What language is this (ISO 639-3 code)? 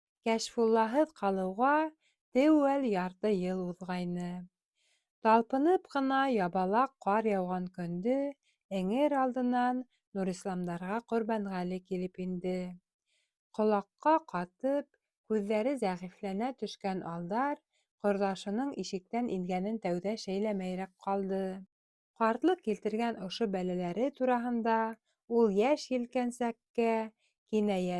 bak